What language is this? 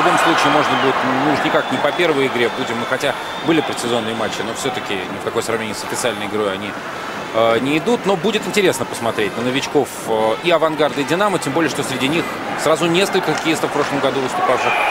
Russian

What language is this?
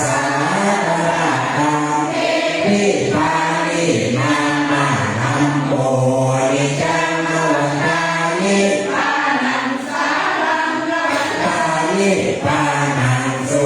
Pali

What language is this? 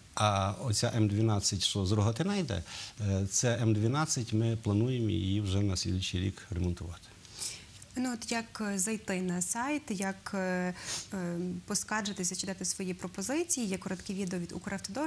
Ukrainian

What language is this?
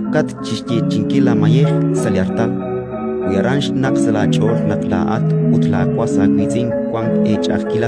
Kekchí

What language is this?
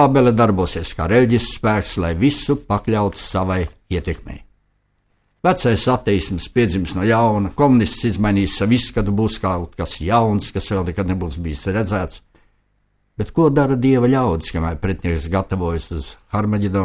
Latvian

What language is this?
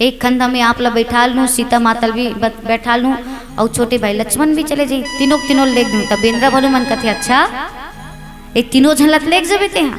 Chhattisgarhi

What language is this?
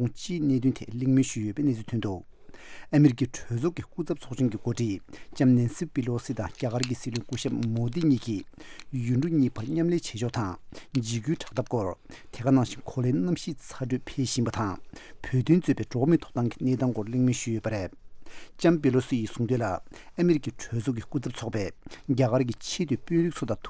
Tibetan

